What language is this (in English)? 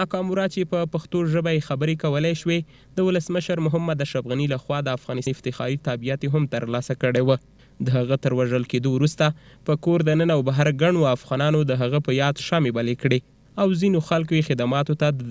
Pashto